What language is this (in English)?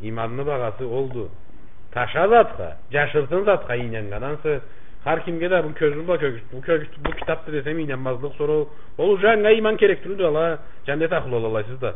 Karachay-Balkar